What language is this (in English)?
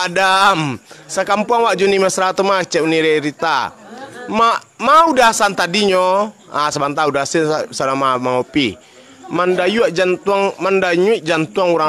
Minangkabau